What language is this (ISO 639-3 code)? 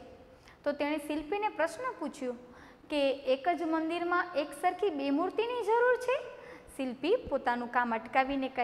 guj